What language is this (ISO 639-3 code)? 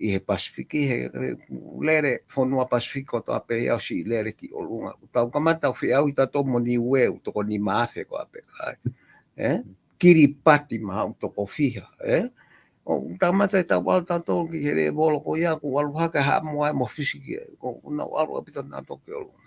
ton